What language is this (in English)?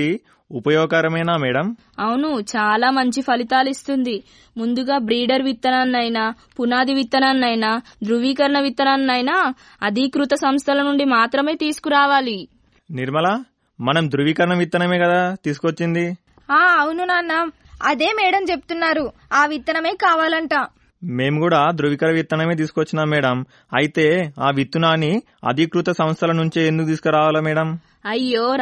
Telugu